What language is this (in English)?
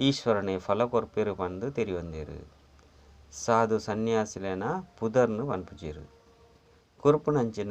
Tulu